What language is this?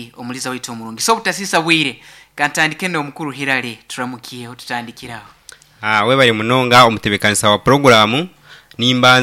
Nyankole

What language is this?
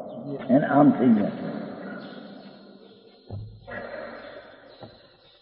Gujarati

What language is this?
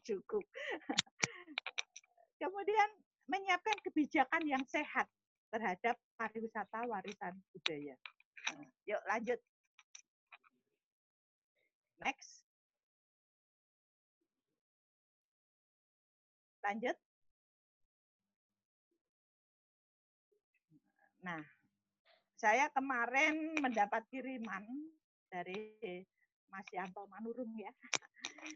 Indonesian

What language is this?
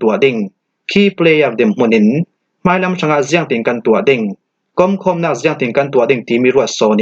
Falam Chin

